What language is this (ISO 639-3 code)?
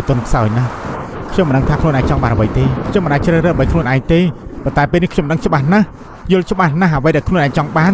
khm